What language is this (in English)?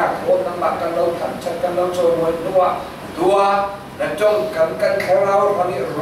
Falam Chin